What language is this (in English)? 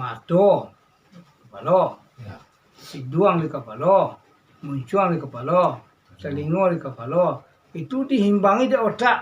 Minangkabau